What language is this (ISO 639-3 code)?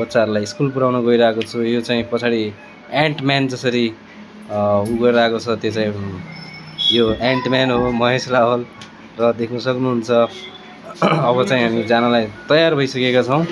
nep